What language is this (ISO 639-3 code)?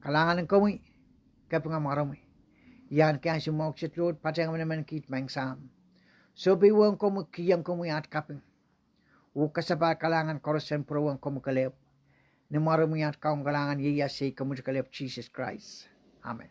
pon